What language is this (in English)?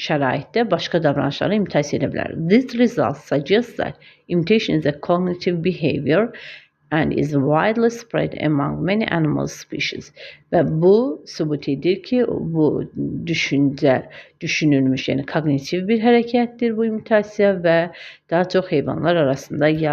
Azerbaijani